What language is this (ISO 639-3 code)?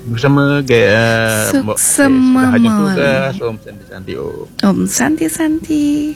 ban